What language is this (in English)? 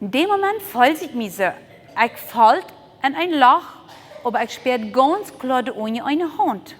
Plautdietsch